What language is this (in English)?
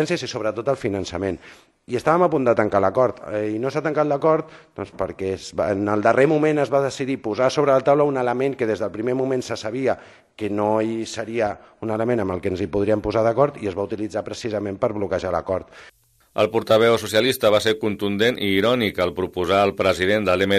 Catalan